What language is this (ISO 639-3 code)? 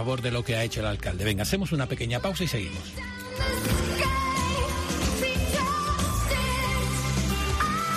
spa